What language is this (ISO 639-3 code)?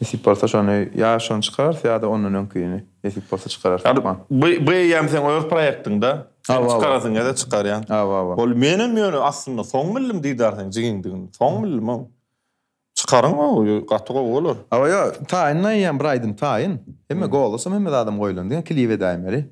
tuk